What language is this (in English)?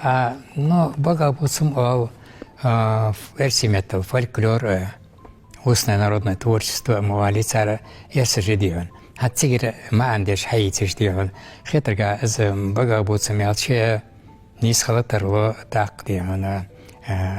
Ingush